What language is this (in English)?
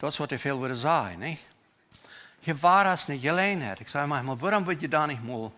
Plautdietsch